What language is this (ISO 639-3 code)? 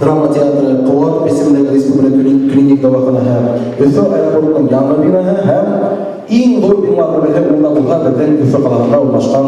bak